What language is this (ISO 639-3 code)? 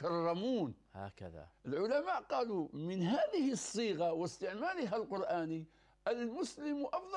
ara